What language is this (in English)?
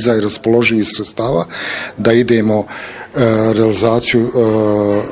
Bosnian